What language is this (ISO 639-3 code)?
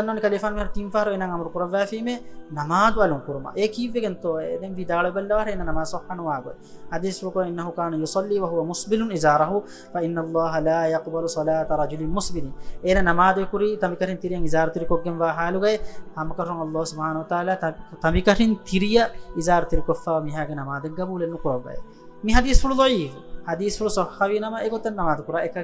div